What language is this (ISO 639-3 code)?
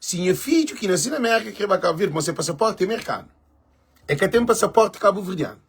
kea